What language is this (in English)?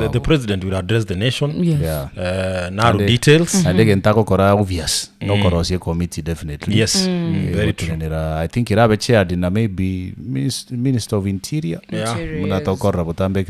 Gusii